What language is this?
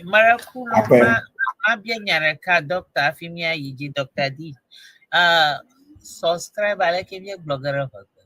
Ewe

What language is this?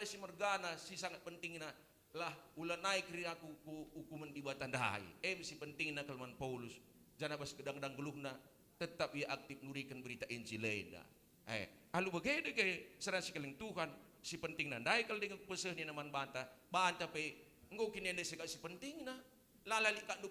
Batak Karo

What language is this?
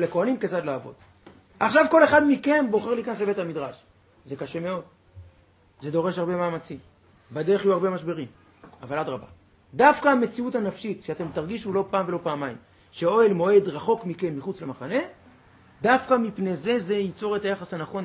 Hebrew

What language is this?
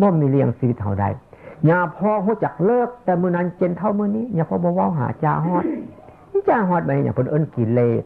Northeastern Thai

